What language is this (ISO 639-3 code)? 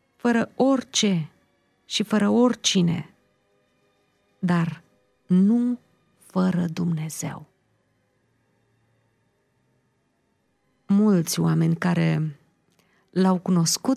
ron